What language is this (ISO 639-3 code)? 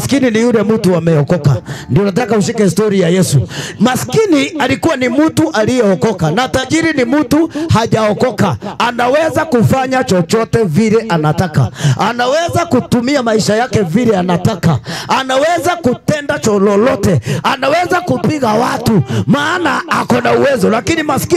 swa